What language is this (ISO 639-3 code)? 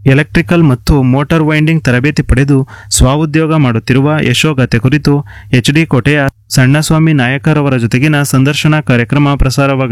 kan